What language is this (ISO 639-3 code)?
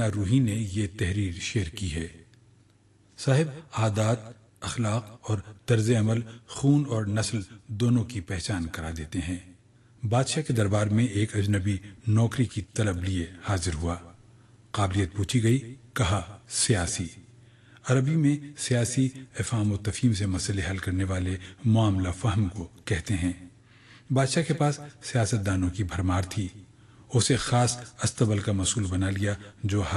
urd